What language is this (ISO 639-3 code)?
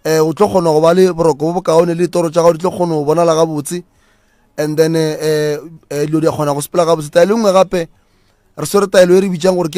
nso